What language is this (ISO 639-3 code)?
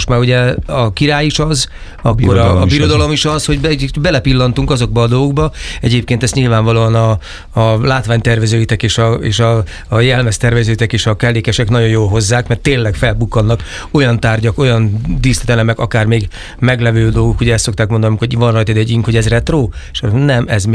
hun